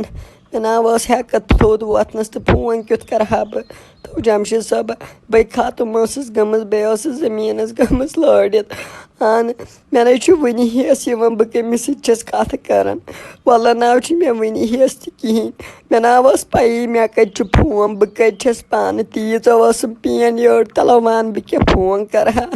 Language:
Kashmiri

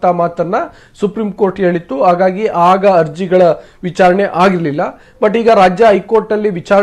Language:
Kannada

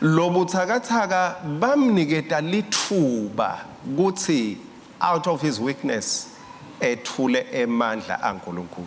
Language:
Swati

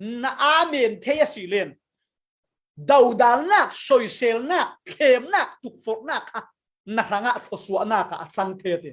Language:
Falam Chin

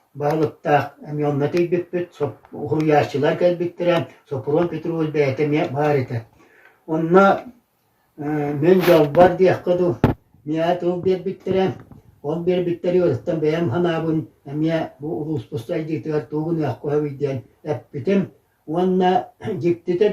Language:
Yakut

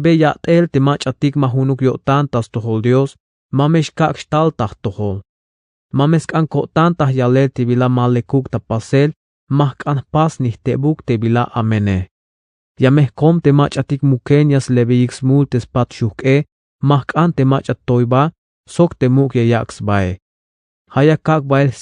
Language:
Tzeltal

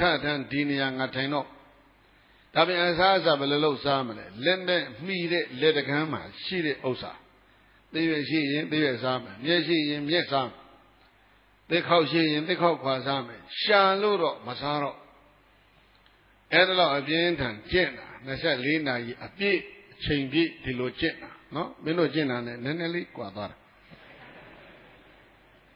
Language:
Burmese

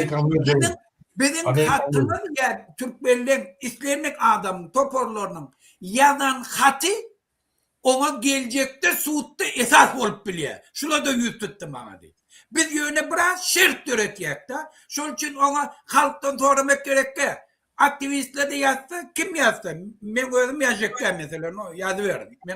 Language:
Turkmen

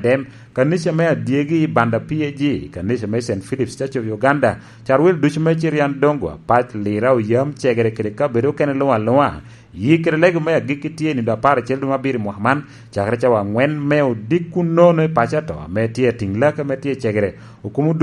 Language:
Lango (Uganda)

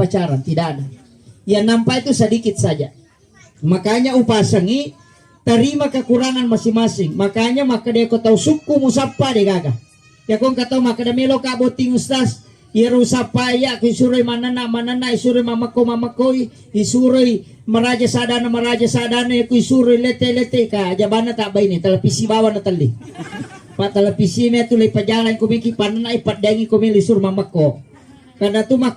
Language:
Buginese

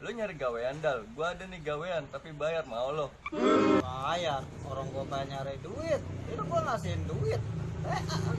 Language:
Betawi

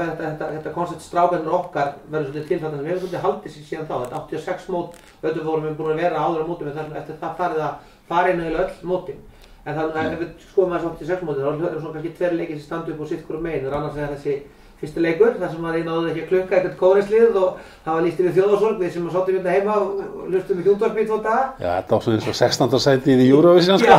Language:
Icelandic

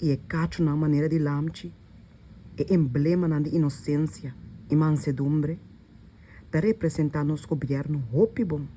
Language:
Papiamento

